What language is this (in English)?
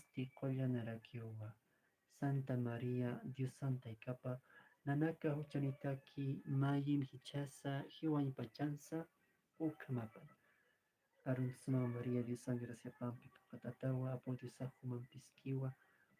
Aymara